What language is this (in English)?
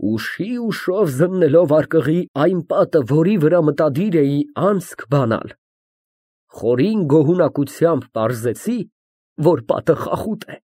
Armenian